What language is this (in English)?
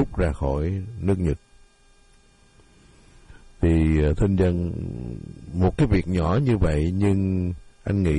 Vietnamese